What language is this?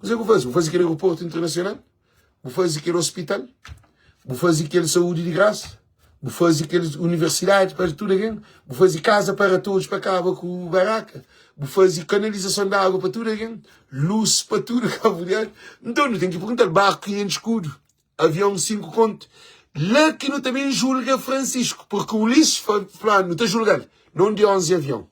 Kabuverdianu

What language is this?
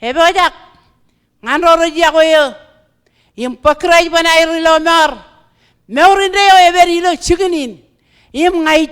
Marshallese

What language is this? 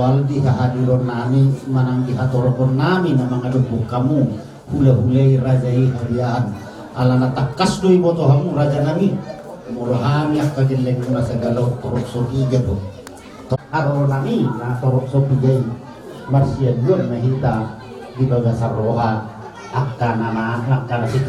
Batak Toba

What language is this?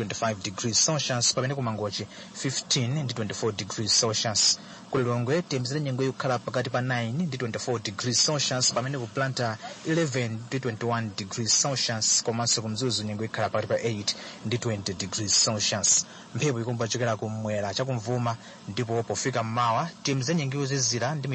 Nyanja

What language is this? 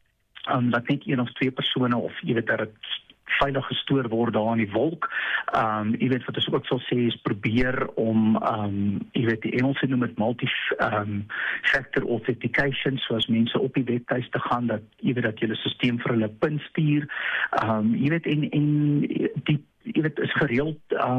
Afrikaans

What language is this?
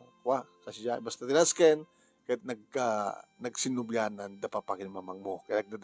Iloko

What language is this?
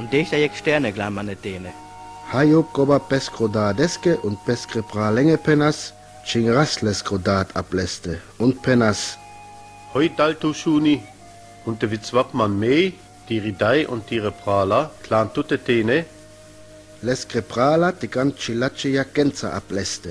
Sinte Romani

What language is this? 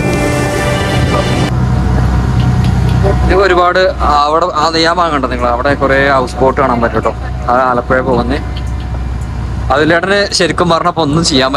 Malayalam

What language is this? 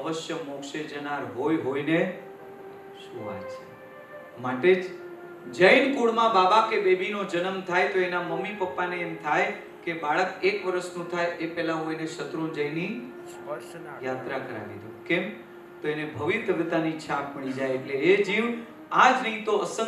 Gujarati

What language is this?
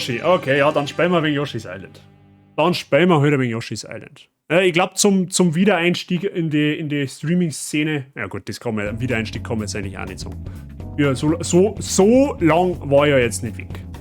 Bavarian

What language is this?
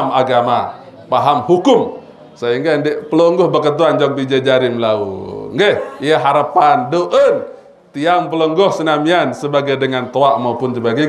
Sasak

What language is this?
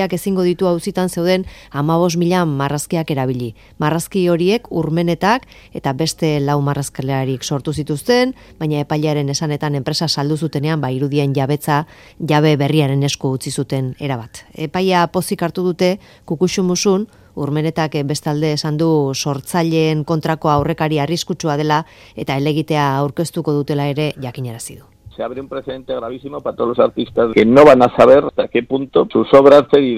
Basque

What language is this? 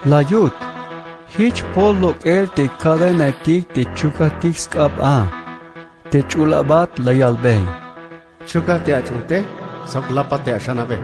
Tzeltal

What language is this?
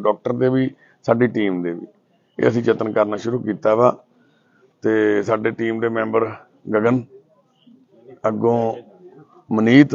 Punjabi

